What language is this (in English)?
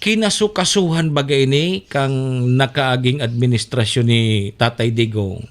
Bikol